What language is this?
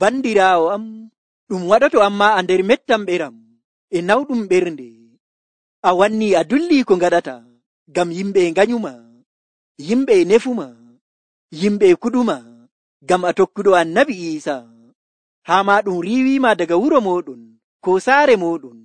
Nigerian Fulfulde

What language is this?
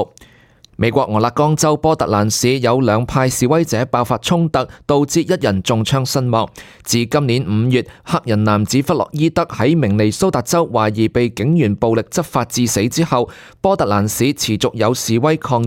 Cantonese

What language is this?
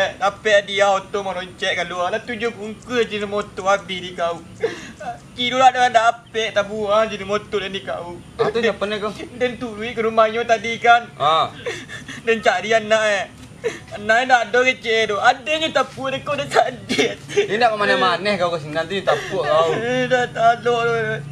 Minangkabau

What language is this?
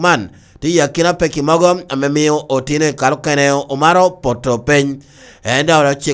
Lango (Uganda)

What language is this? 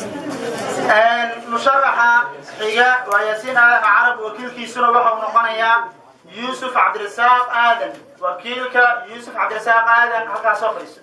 Somali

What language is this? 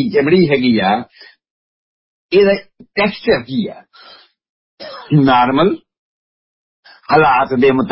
Punjabi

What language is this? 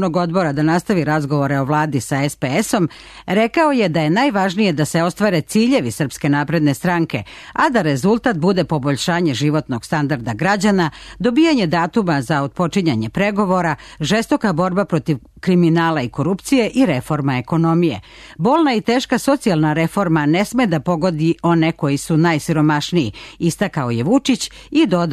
Serbian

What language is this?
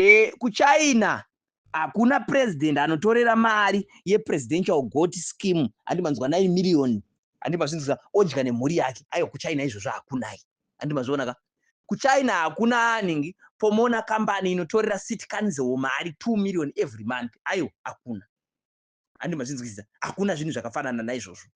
Shona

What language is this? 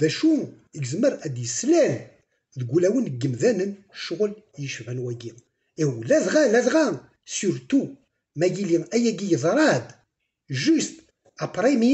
Kabyle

